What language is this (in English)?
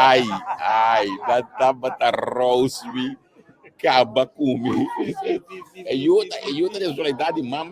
Papiamento